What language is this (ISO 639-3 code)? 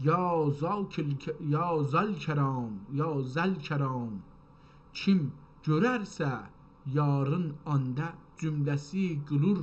azb